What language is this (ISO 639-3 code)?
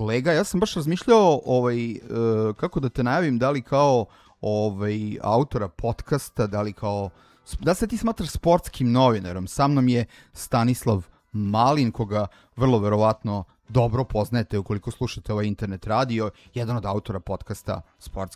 srp